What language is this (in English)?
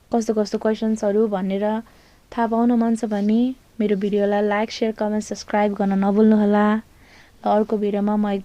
Nepali